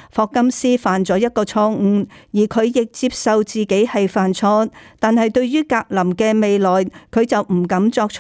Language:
Cantonese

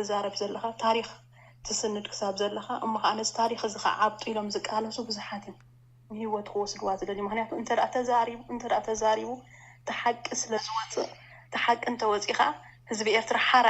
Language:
Tigrinya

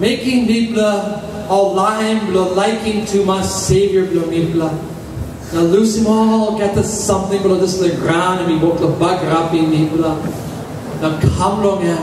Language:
Tok Pisin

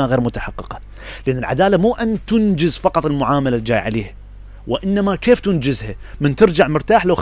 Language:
Mesopotamian Arabic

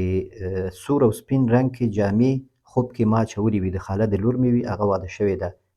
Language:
Pashto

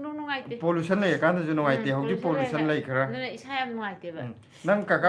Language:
Manipuri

